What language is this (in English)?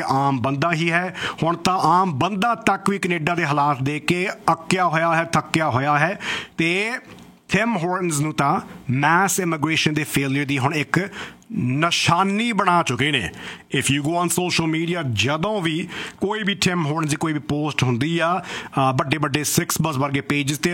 Punjabi